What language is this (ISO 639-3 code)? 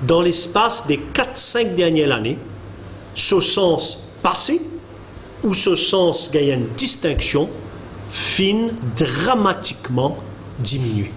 mfe